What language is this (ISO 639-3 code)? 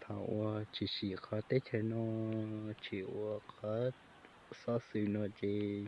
hmn